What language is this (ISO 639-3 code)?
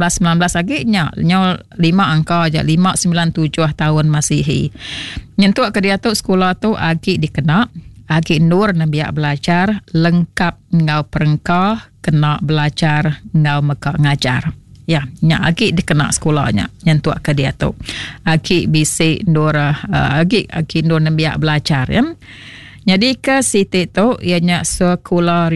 iba